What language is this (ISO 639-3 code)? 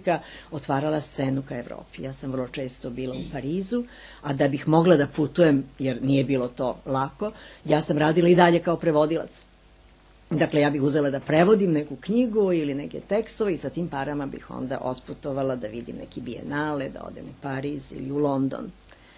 srp